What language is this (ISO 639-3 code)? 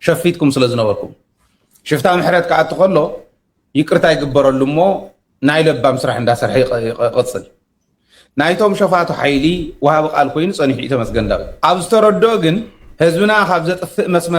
tir